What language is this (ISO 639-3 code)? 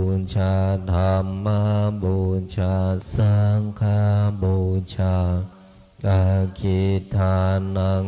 pli